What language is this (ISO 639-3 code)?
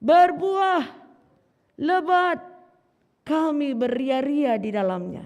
btx